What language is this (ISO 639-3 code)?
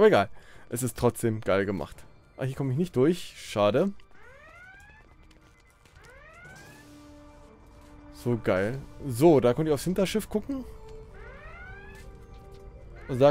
deu